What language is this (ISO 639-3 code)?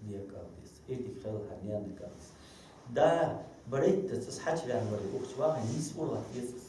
inh